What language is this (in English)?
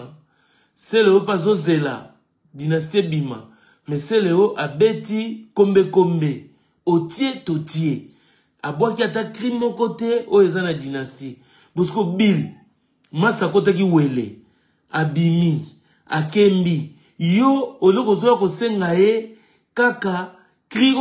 Lingala